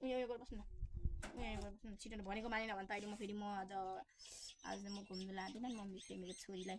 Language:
Nepali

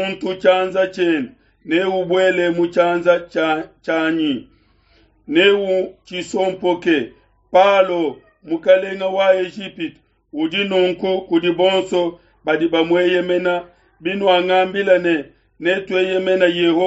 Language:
Luba-Lulua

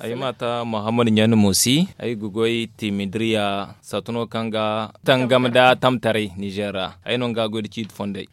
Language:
Zarma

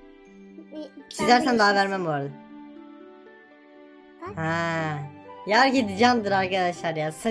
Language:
Turkish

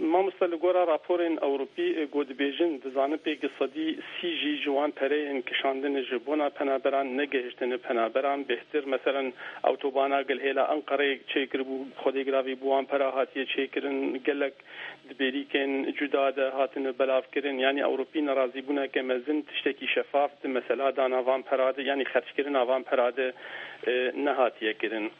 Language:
Kurdish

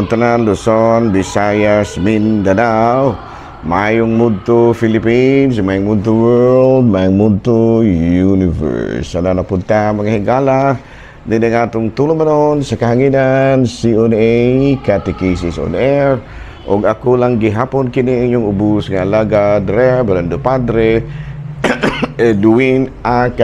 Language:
Cebuano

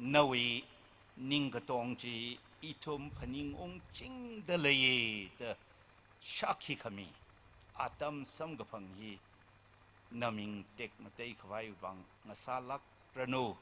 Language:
Tangkhul Naga (India)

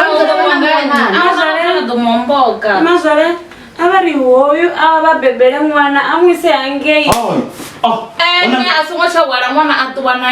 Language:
Venda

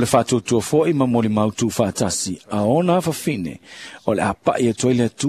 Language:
Samoan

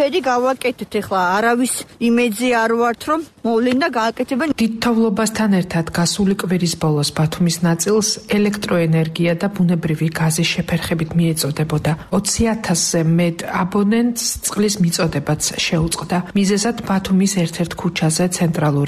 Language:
Georgian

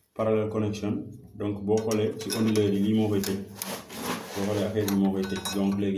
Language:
Wolof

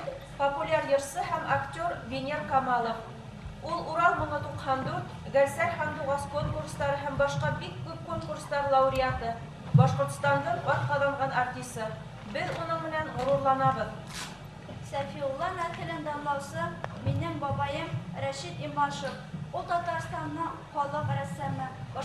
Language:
Bashkir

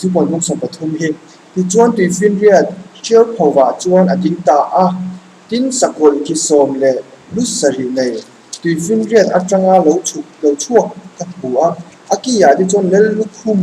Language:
Mizo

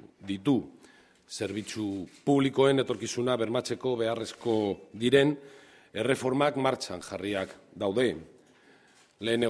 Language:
Basque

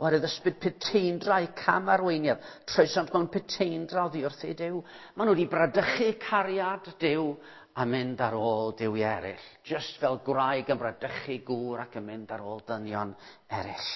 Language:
Welsh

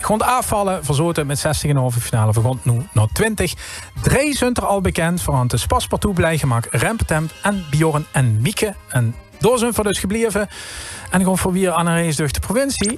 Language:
Limburgish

